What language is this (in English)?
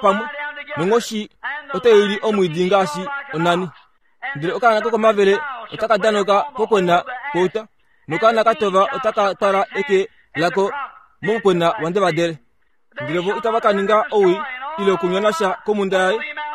Kuanyama